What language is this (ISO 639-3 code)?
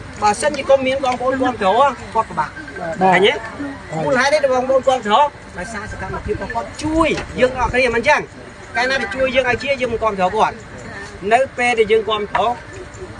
khm